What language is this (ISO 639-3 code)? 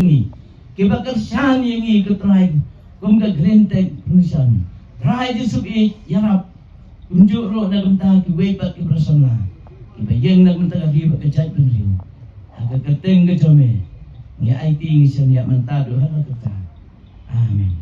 kha